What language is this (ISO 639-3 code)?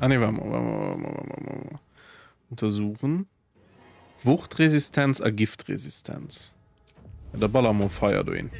ltz